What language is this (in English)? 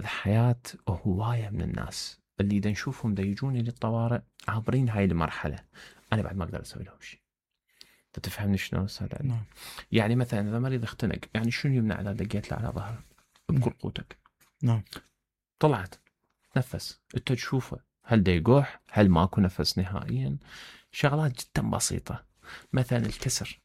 Mesopotamian Arabic